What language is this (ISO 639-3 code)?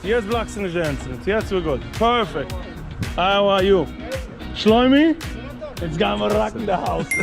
yid